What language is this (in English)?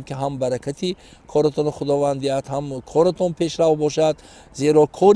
Tajik